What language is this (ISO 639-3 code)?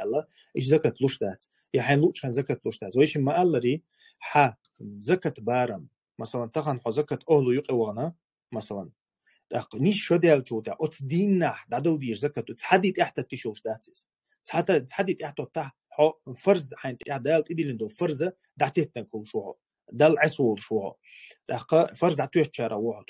che